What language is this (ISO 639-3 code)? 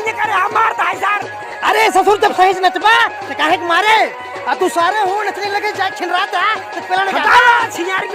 awa